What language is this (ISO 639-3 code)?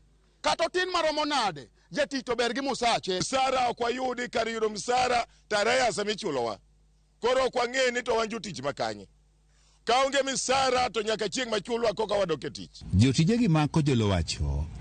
luo